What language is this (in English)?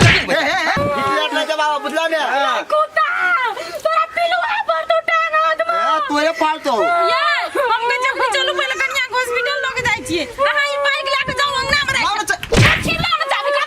Maithili